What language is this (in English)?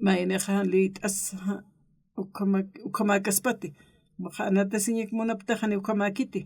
Aymara